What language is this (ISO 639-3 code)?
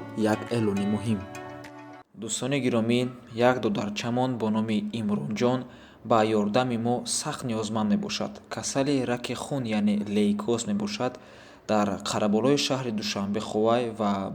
tgk